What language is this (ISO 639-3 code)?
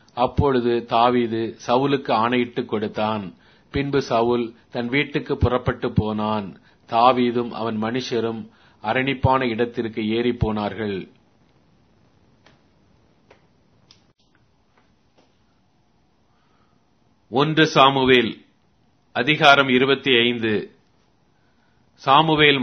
tam